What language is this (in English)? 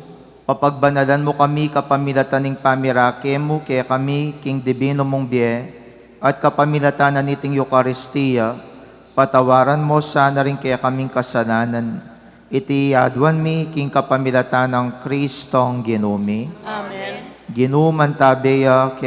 Pampanga